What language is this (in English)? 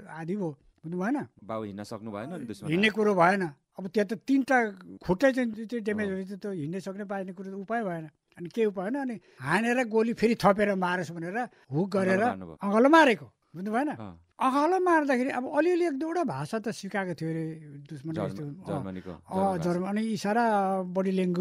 Nepali